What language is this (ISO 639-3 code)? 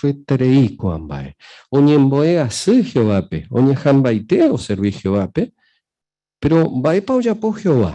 grn